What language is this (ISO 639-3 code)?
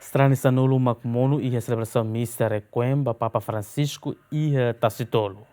tet